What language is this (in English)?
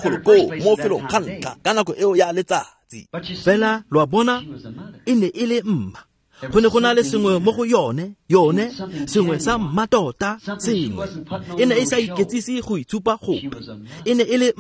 Tswana